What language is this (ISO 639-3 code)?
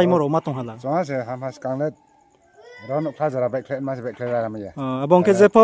ria